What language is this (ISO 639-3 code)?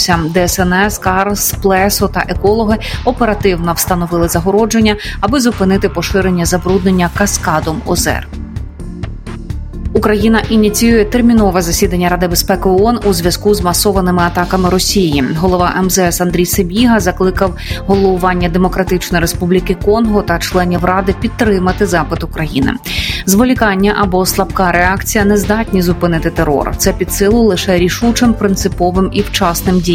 ukr